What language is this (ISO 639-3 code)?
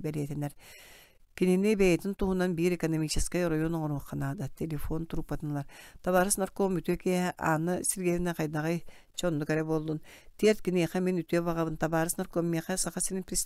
sah